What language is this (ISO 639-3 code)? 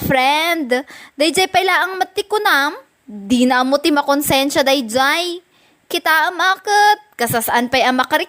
ilo